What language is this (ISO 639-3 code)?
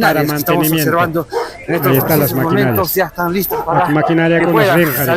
quy